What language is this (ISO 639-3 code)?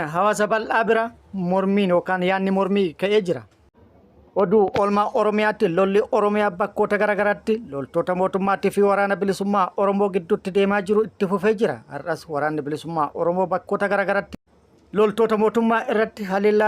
orm